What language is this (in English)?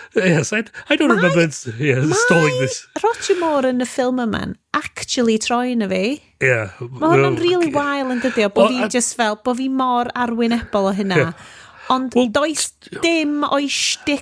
Welsh